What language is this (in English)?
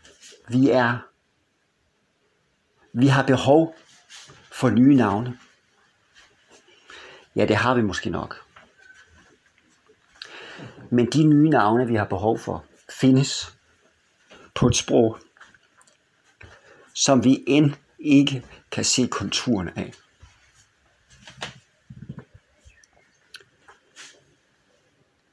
Danish